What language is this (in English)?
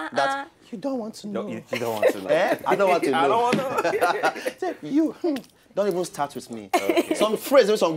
Nigerian Pidgin